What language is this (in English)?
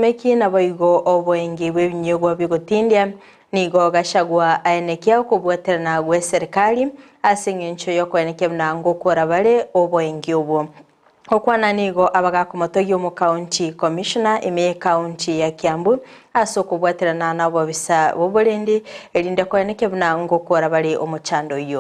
Gusii